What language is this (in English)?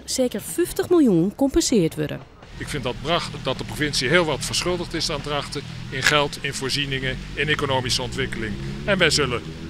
Western Frisian